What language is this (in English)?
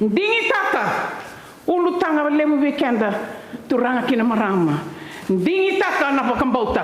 Fijian